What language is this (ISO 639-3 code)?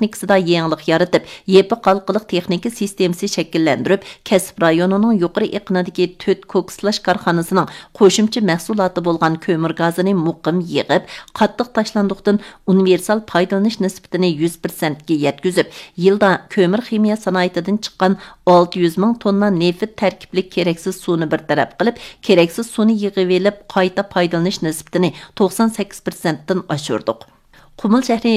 uig